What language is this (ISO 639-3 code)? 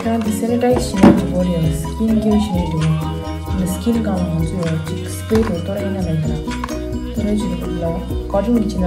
bod